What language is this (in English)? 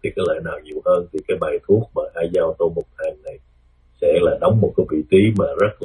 Vietnamese